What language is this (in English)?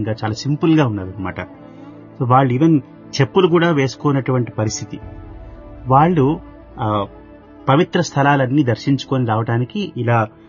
Telugu